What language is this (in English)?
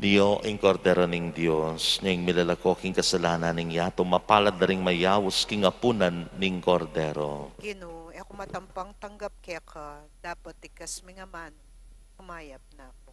Pampanga